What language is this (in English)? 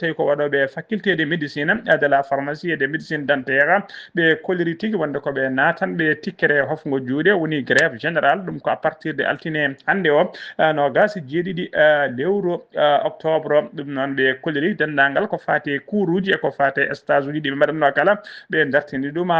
Fula